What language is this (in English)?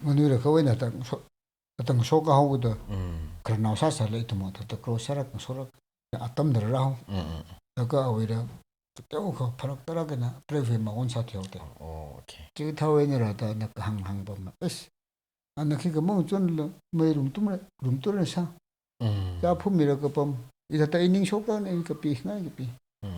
Tangkhul Naga (India)